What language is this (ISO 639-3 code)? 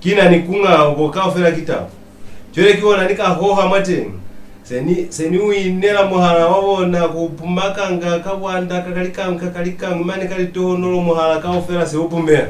loz